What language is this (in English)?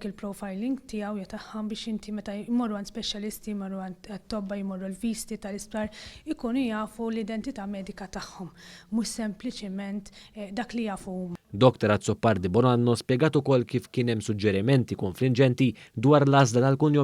Maltese